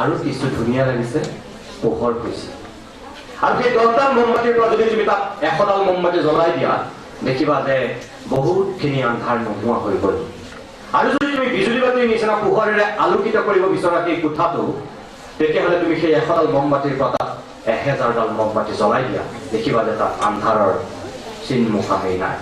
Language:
Assamese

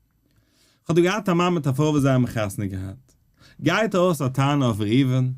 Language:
Yiddish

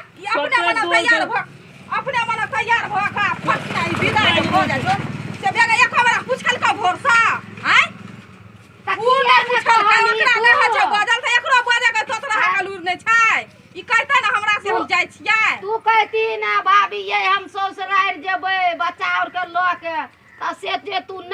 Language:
Maithili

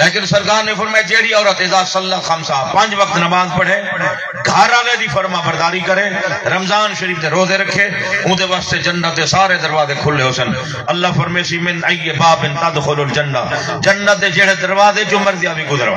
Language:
Saraiki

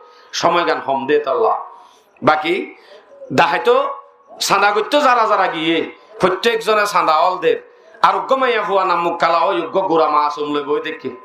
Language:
Rohingya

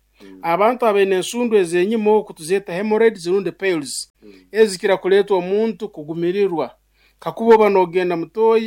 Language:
Nyoro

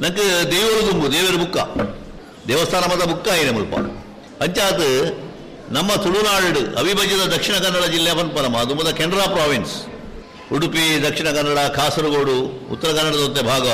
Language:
Tulu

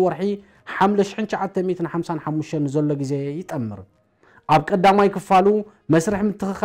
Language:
Tigrinya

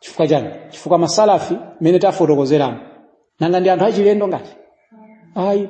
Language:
Nyanja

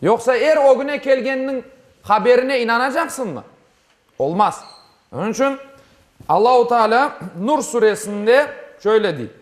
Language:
Crimean Tatar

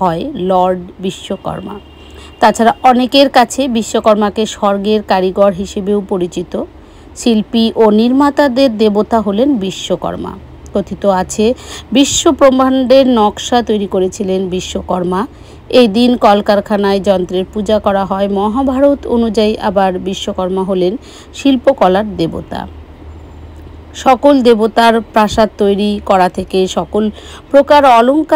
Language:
Bangla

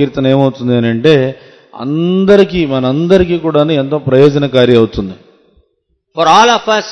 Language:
Telugu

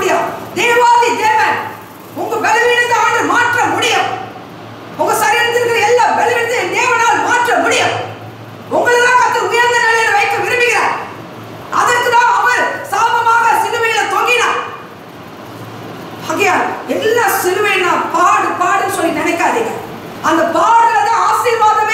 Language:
Tamil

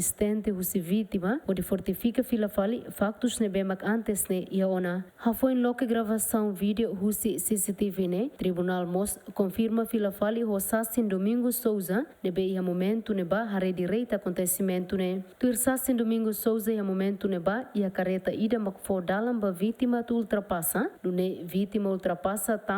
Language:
Tetum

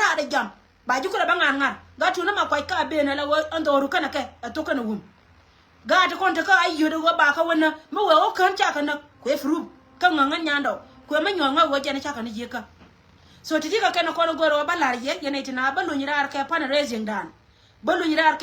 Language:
Nuer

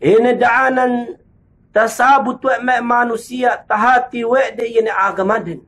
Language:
Yakan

